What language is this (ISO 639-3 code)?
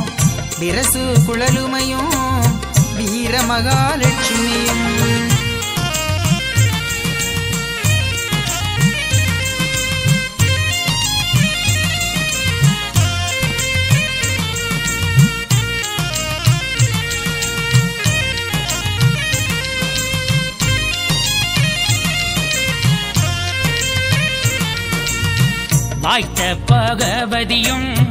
tam